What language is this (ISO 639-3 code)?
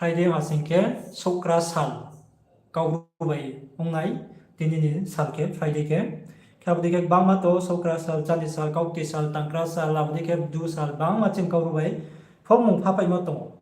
ria